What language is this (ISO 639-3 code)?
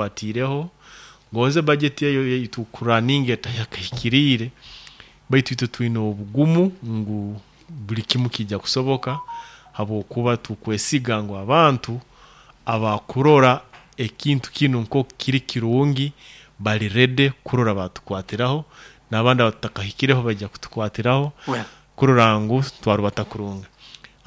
nyo